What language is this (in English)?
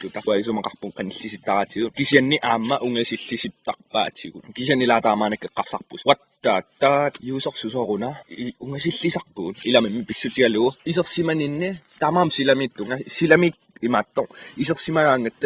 Kalaallisut